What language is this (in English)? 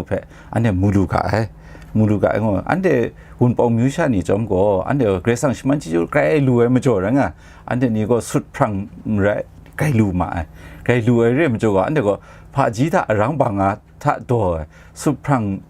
Kachin